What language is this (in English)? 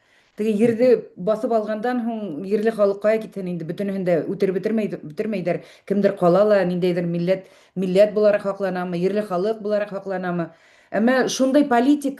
Bashkir